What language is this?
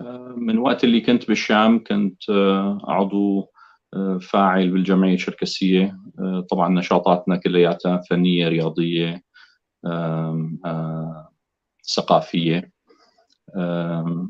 North Levantine Arabic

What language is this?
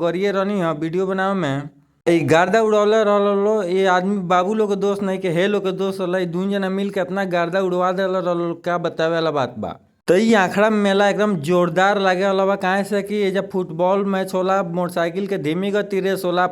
Bhojpuri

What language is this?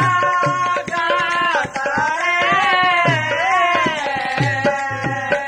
Odia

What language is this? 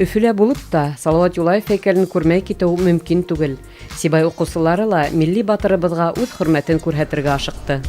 Bashkir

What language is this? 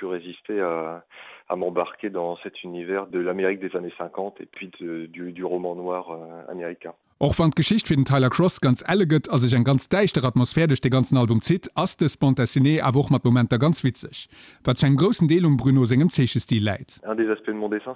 Luxembourgish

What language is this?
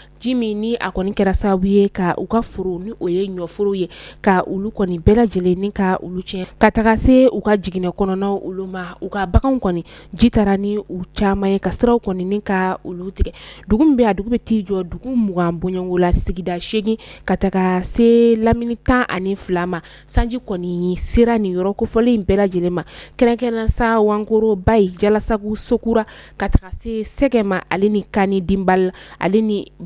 Bambara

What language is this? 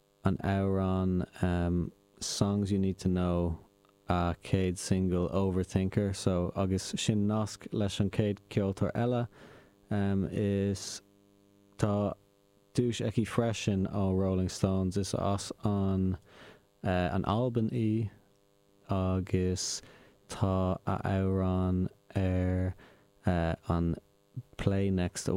Irish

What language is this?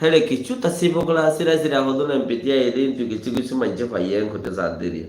Rohingya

